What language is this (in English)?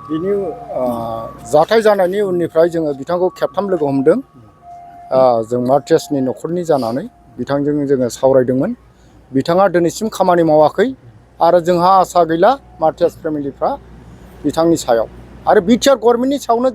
Bodo